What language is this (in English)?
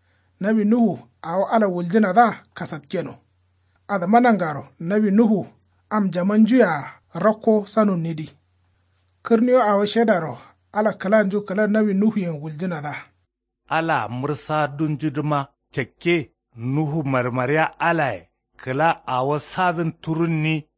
Kanuri